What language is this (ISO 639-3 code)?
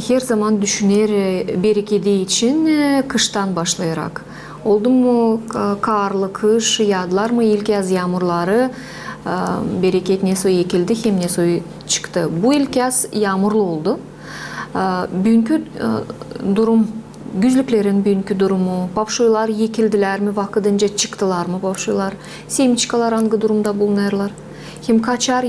gag